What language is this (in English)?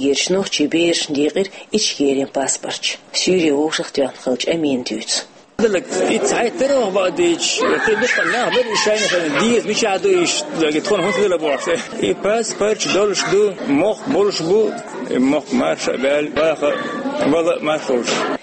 Chechen